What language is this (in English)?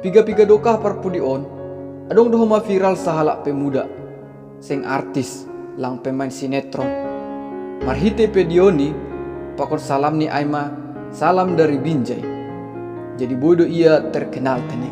Batak Simalungun